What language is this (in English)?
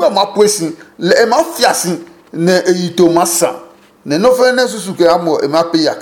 Adangme